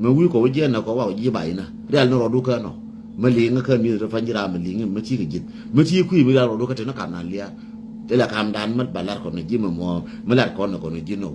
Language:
Nuer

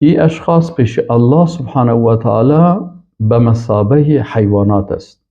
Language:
Persian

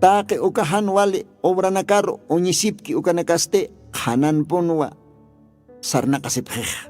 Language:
Aymara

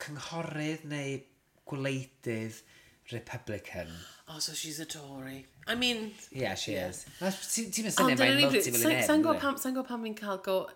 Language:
Welsh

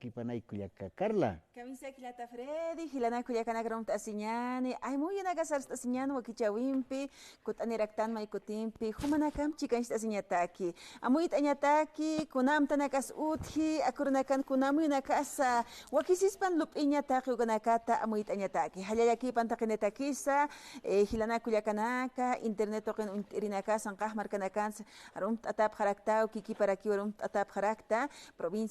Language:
Aymara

